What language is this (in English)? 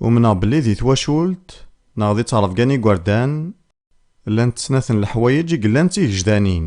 Kabyle